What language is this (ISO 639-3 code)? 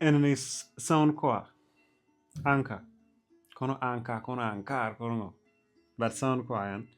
ach